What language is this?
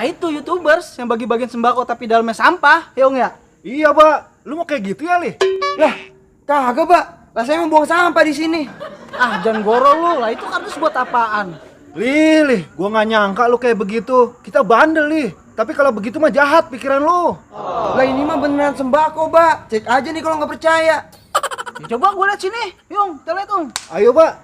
Betawi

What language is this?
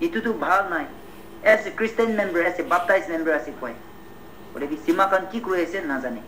Naga Pidgin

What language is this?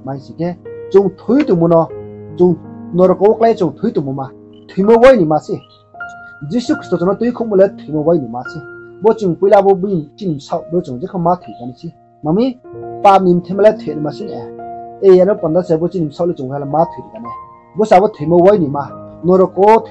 Riang (India)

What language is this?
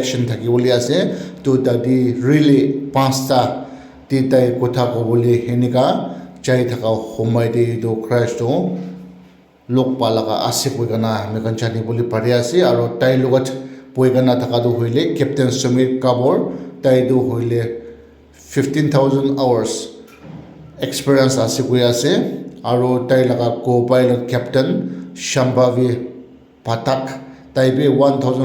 Naga Pidgin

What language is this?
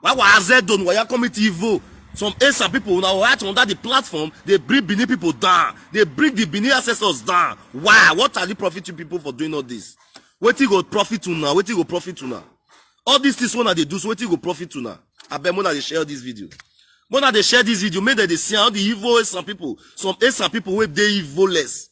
Nigerian Pidgin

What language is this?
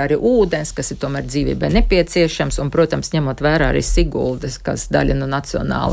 Latvian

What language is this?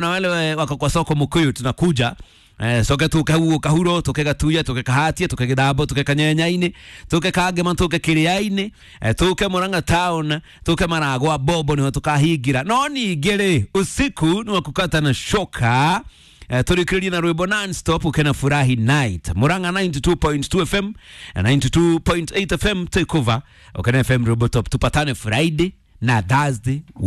Kikuyu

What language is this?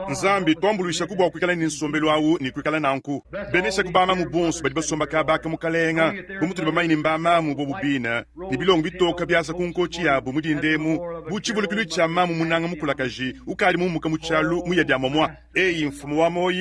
Luba-Lulua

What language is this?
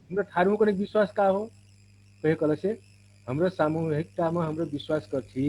Dangaura Tharu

